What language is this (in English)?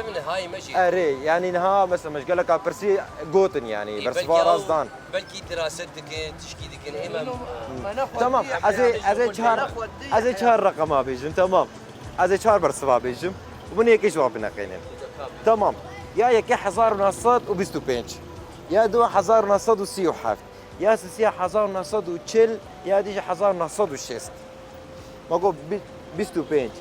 Kurdish